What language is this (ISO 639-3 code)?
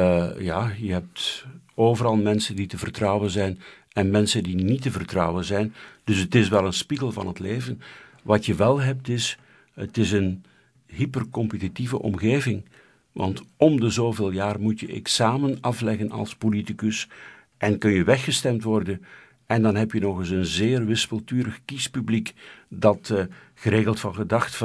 nld